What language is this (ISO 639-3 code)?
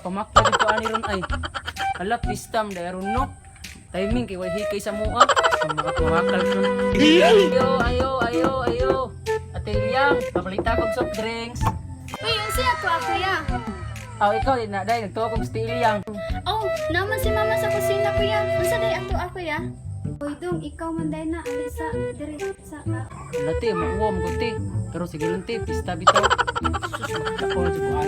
ceb